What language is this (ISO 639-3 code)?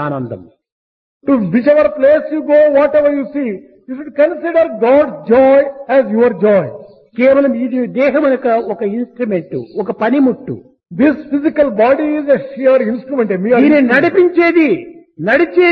tel